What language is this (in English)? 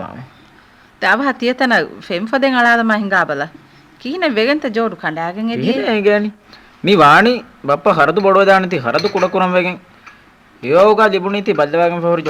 Divehi